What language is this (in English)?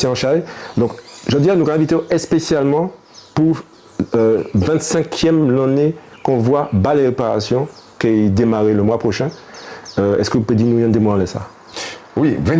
Guadeloupean Creole French